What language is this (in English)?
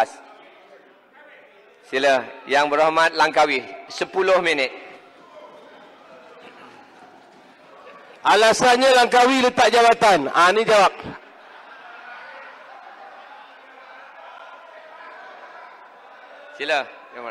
Malay